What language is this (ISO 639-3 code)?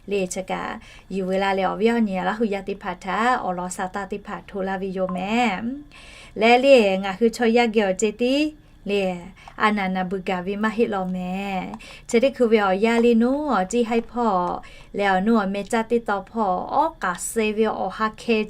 lhu